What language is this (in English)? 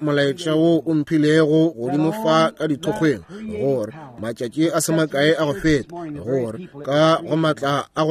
Northern Sotho